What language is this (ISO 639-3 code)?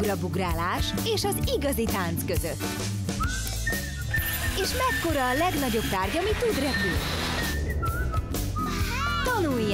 hun